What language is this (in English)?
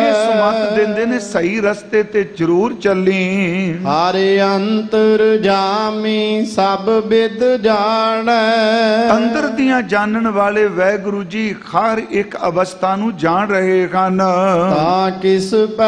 Punjabi